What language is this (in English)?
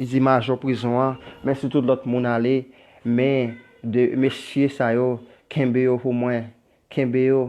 Haitian Creole